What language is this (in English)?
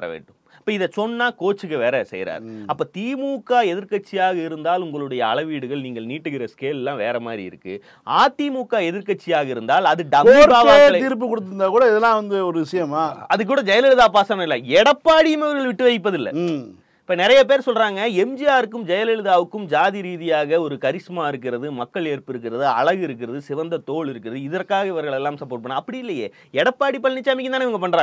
Tamil